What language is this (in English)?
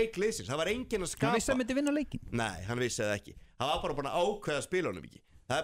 Icelandic